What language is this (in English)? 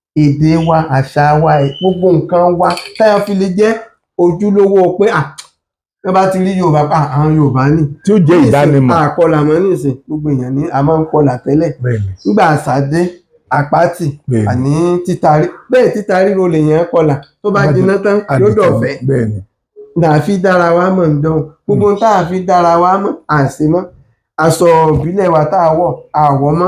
Yoruba